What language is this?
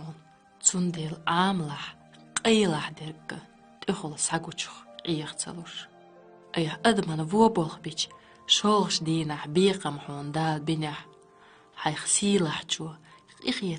Chechen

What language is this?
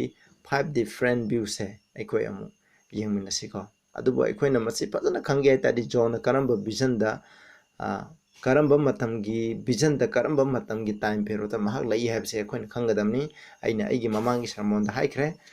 Manipuri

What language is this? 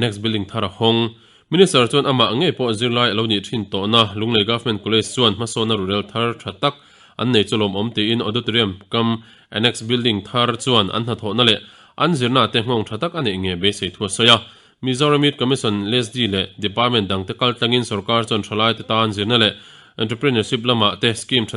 Mizo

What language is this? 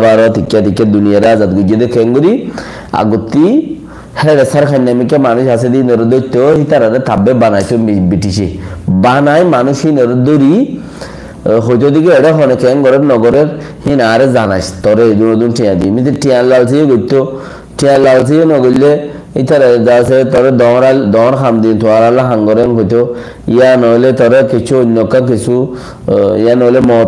Rohingya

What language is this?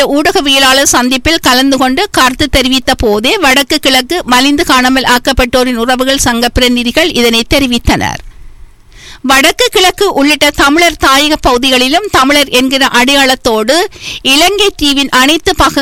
Tamil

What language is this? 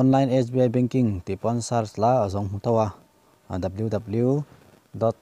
Mizo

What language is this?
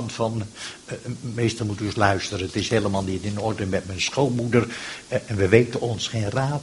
Dutch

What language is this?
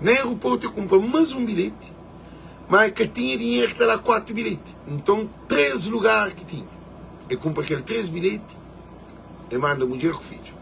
Kabuverdianu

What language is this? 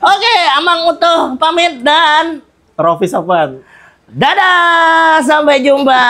Banjar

